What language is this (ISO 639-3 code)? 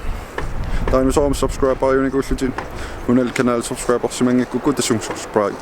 kal